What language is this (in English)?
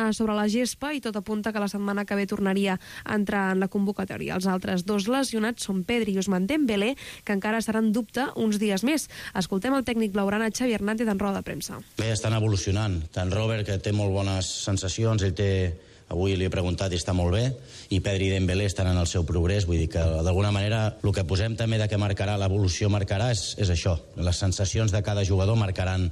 Catalan